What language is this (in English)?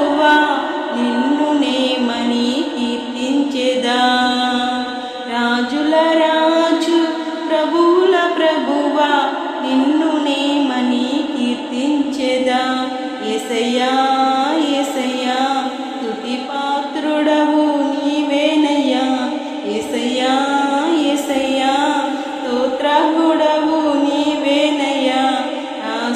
Telugu